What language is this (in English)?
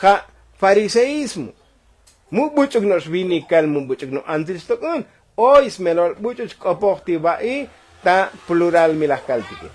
Tzotzil